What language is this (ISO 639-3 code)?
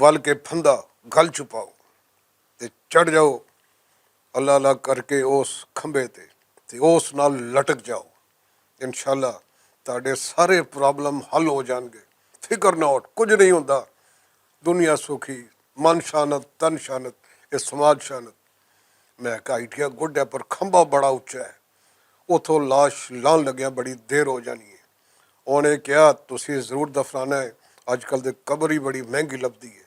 lah